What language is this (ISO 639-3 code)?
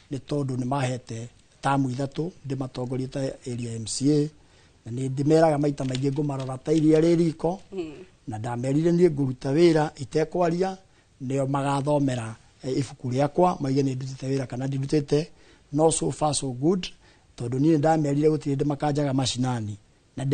kik